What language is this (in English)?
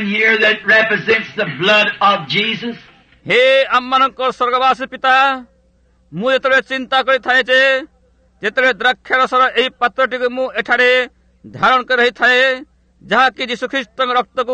Odia